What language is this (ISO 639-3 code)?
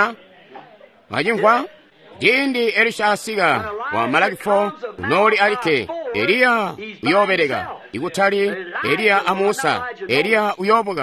toi